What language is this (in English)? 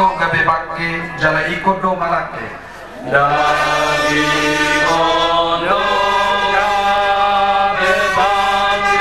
Batak Toba